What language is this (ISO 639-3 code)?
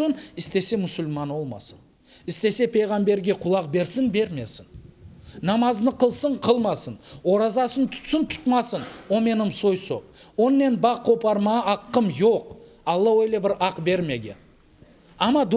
crh